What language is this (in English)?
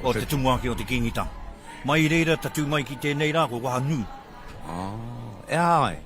Māori